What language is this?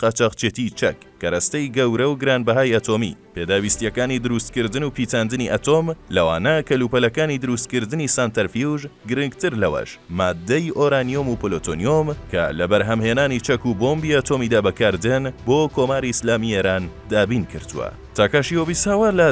Central Kurdish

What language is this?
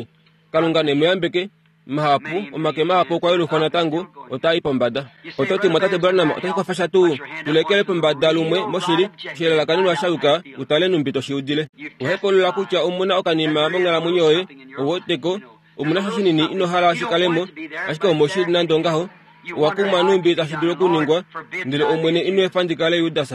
Kuanyama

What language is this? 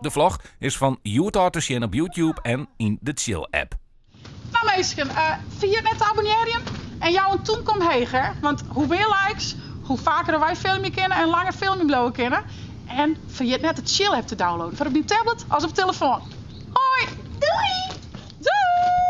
Western Frisian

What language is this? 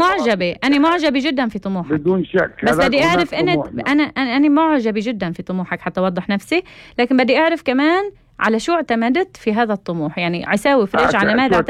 North Levantine Arabic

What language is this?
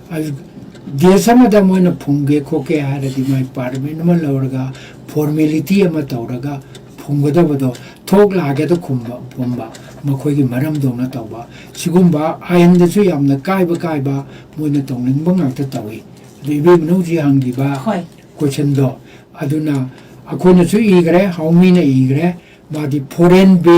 Manipuri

